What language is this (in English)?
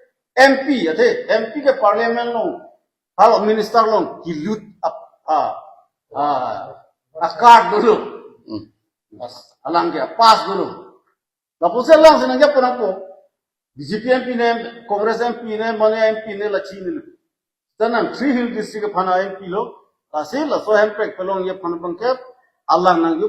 Karbi